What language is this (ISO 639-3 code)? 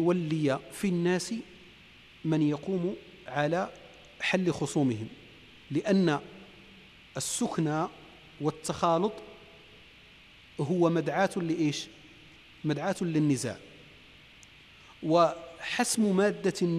ara